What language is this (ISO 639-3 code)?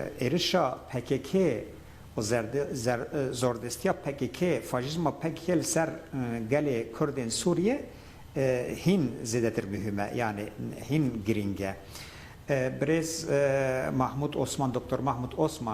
kur